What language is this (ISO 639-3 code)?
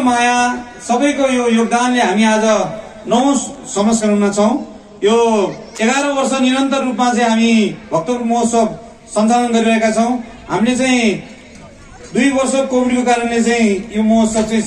nep